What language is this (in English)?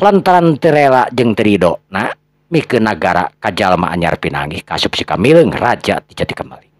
Sundanese